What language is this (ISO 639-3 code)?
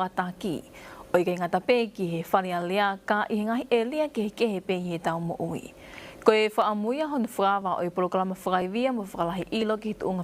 ton